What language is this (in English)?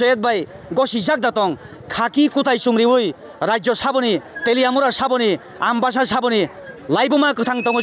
Kok Borok